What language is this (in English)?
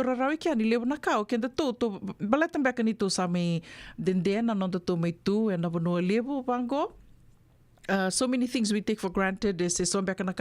Fijian